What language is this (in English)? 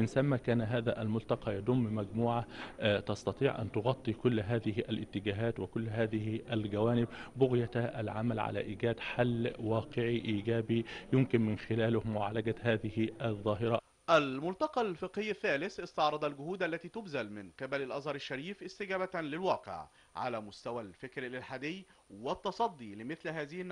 Arabic